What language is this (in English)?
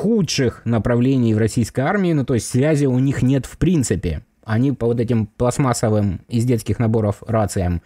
Russian